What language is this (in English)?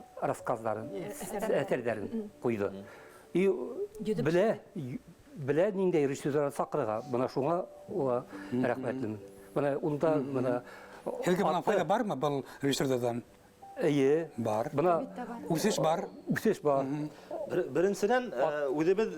Bashkir